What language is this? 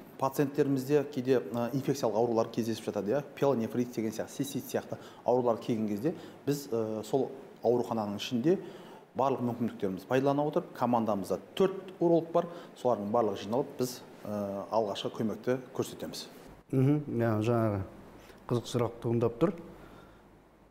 Kazakh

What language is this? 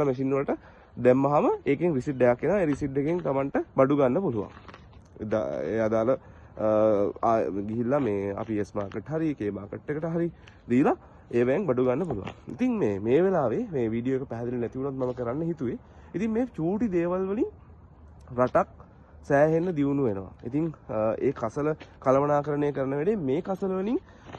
Sinhala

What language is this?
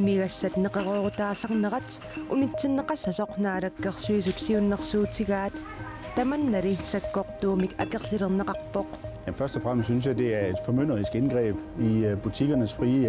Kalaallisut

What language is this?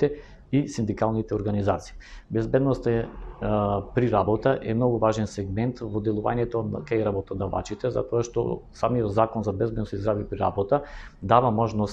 Macedonian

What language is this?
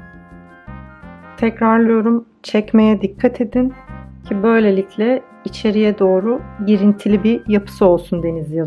Turkish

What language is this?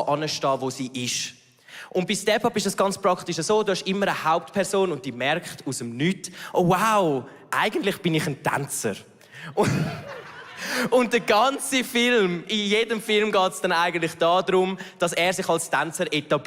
Swiss German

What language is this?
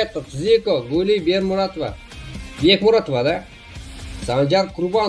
Kara-Kalpak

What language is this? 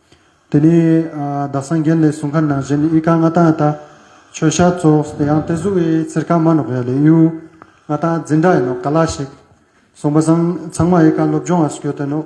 Ladakhi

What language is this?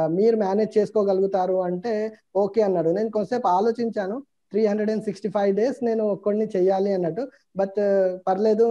Telugu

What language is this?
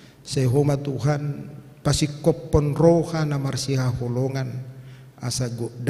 Batak Toba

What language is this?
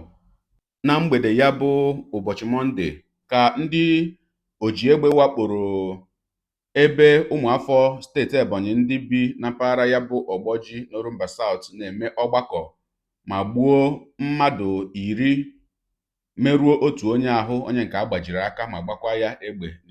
Igbo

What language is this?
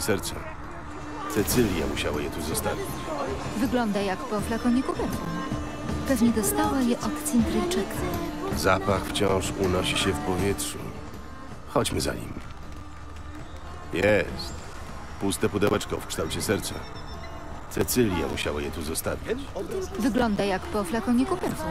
Polish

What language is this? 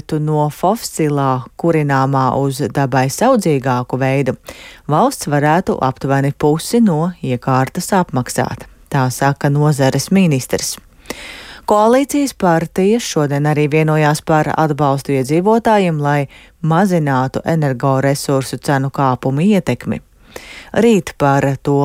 Latvian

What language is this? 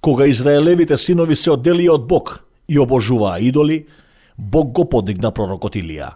Macedonian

